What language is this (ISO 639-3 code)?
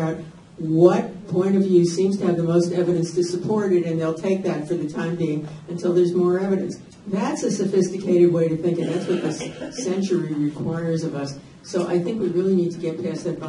eng